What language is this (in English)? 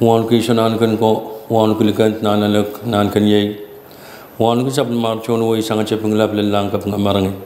Pohnpeian